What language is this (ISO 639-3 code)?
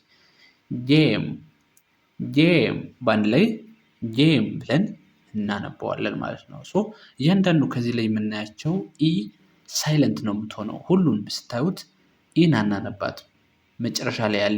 amh